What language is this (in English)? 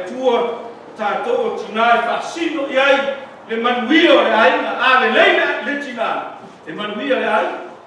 Samoan